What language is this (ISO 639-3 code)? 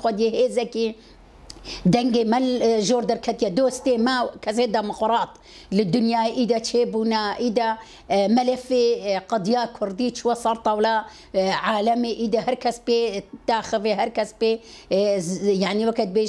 kur